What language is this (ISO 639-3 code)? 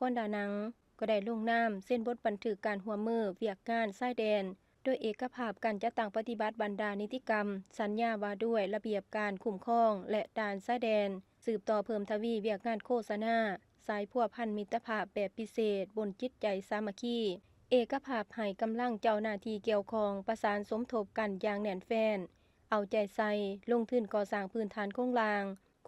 lao